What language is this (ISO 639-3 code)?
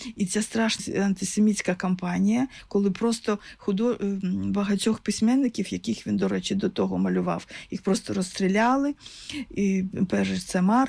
ukr